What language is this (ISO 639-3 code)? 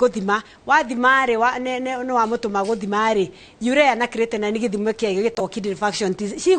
kik